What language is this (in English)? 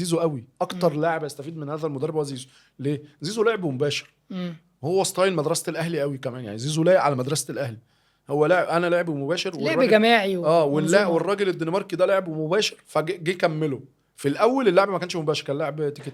Egyptian Arabic